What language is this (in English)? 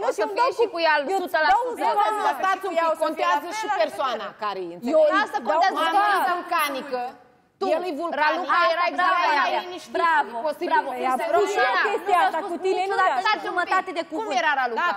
Romanian